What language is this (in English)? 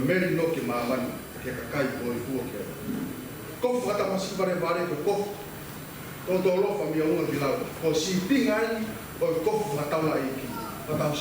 Tongan